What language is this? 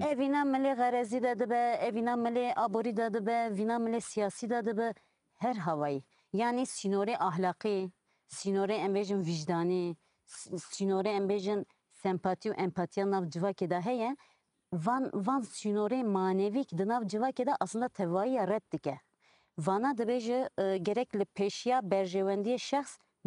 Kurdish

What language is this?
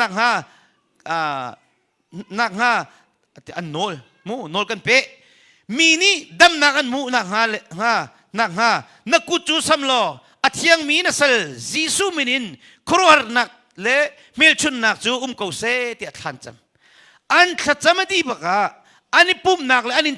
Hakha Chin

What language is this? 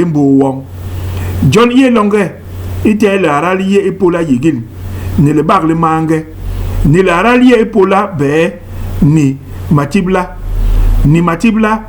Basaa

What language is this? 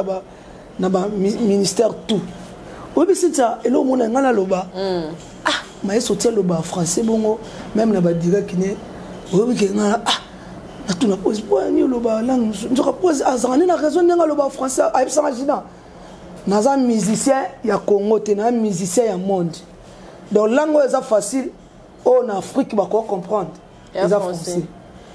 Lingala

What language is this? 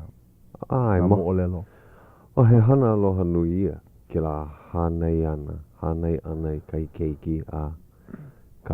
Hawaiian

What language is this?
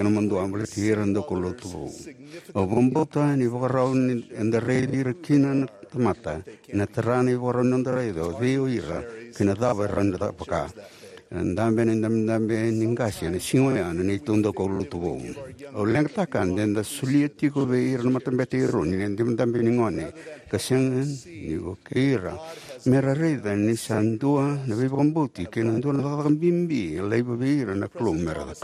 Fijian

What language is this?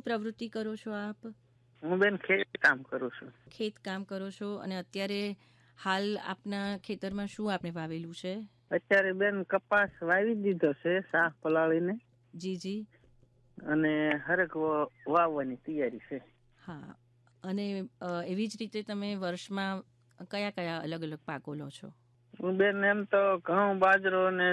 Gujarati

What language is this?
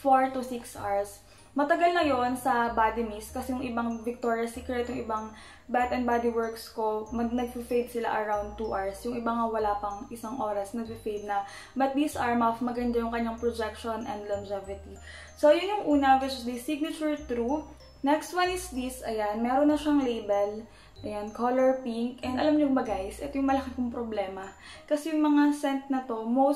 Filipino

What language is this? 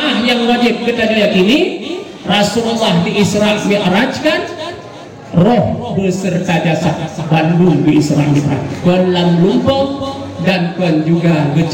Achinese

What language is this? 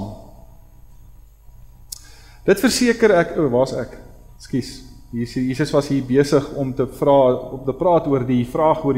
Afrikaans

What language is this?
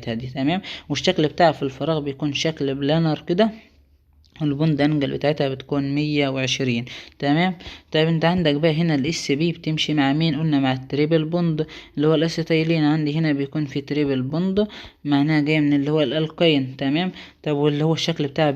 Egyptian Arabic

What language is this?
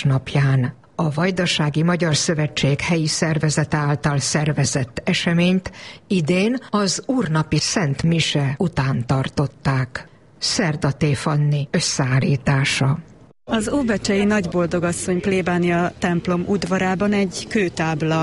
Hungarian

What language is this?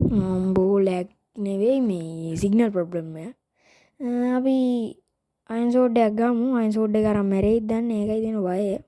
Sinhala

